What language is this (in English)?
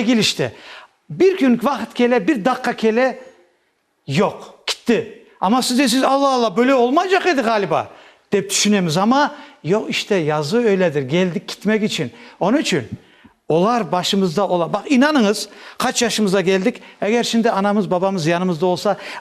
Crimean Tatar